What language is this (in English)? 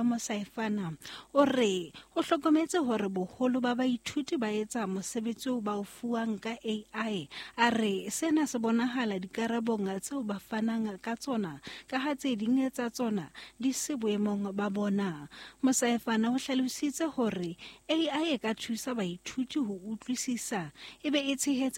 Southern Sotho